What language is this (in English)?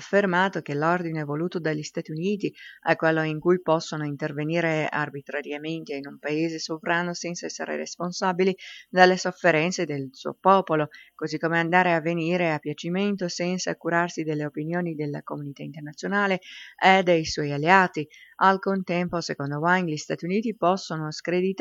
Italian